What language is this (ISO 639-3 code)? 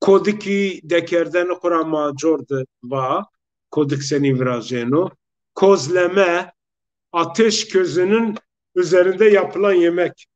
zza